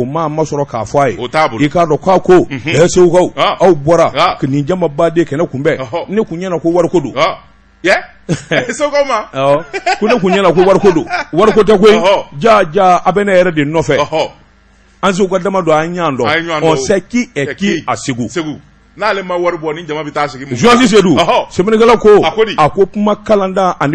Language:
Bambara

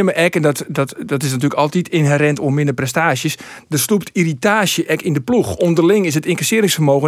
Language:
Western Frisian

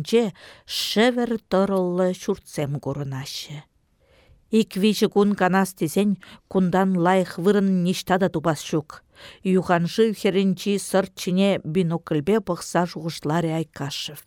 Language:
Chuvash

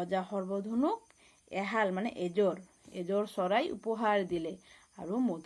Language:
Assamese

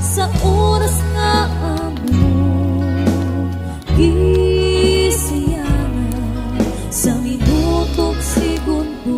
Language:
Cebuano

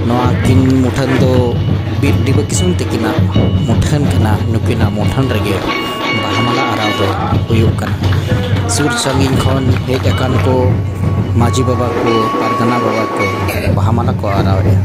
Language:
Santali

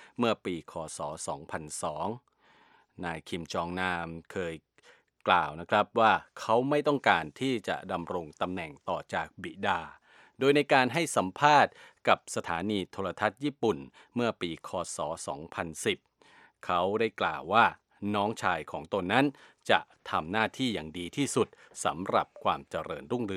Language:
Thai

